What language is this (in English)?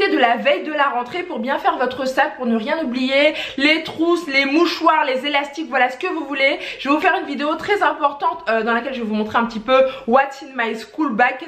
French